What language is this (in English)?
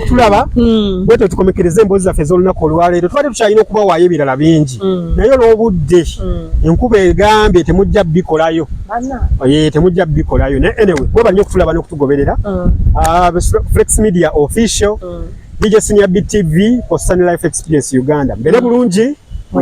Ganda